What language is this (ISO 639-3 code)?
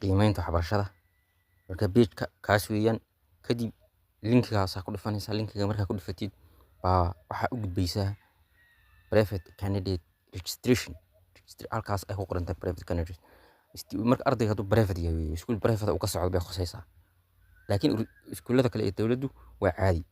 som